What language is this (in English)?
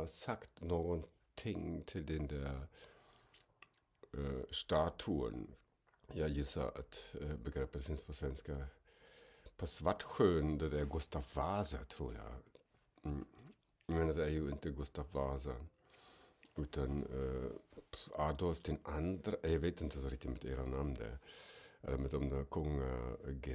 Swedish